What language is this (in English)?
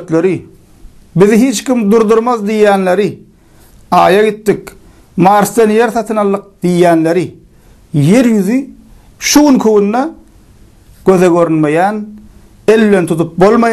Turkmen